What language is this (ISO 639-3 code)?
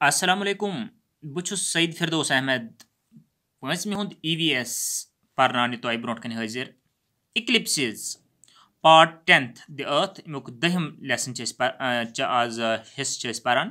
kas